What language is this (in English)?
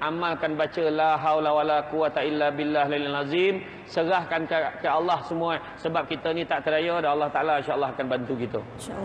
Malay